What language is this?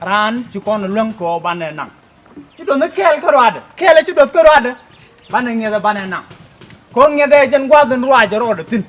Nuer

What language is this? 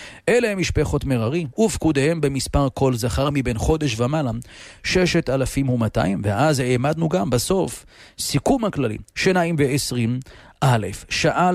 Hebrew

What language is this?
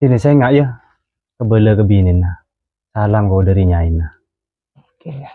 Madurese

